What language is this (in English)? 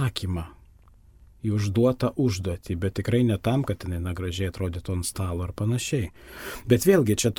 Lithuanian